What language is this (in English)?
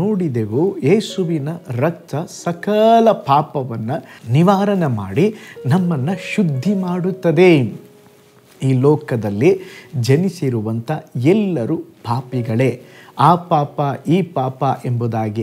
Kannada